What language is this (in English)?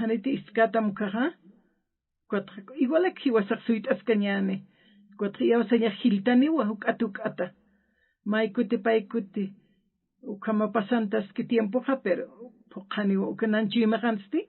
Aymara